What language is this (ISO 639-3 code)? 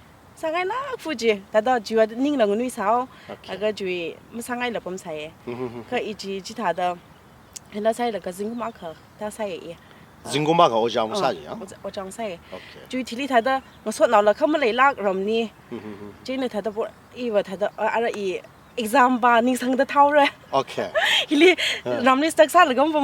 nmf